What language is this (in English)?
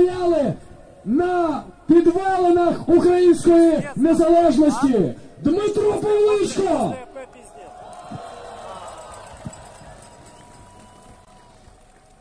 Ukrainian